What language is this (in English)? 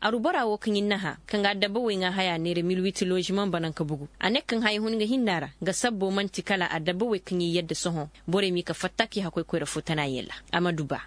Koyraboro Senni